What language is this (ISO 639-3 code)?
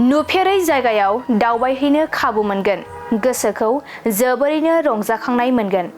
brx